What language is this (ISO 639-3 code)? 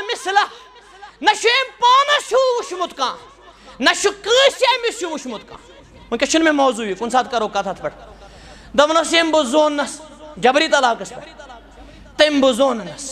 kas